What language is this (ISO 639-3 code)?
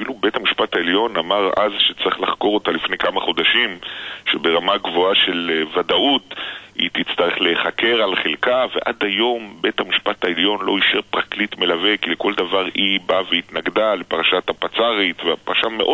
heb